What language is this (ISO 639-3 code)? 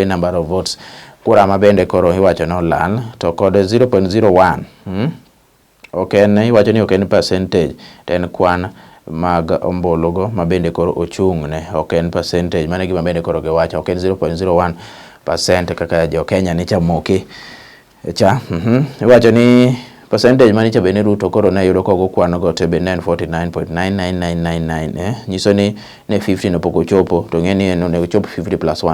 luo